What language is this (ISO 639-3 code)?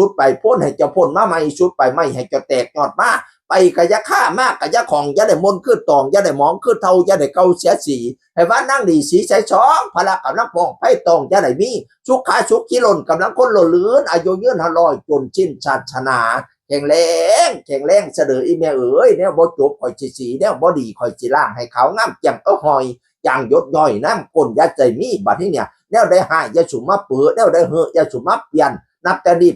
tts